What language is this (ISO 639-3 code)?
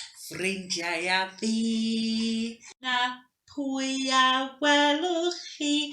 cym